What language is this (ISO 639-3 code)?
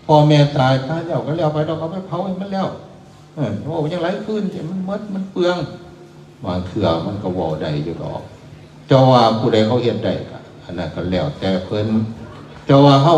tts